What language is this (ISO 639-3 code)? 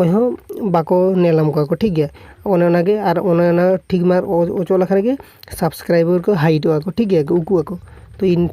sat